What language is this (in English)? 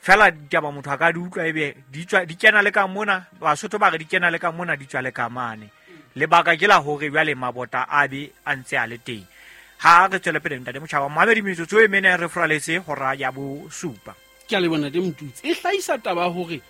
Southern Sotho